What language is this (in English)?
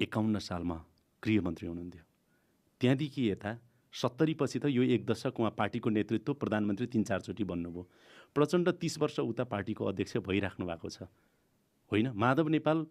Nepali